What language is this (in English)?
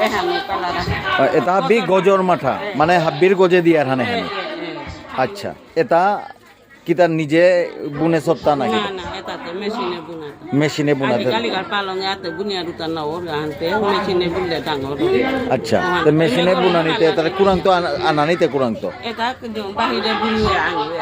Bishnupriya